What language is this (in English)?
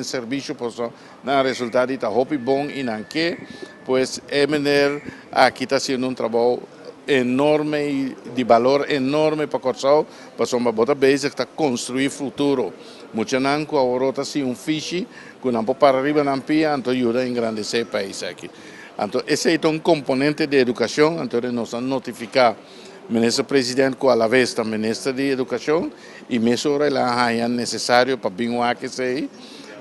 Papiamento